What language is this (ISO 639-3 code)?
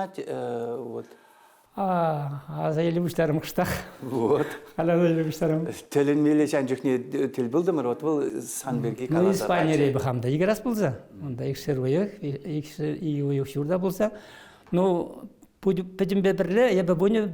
chv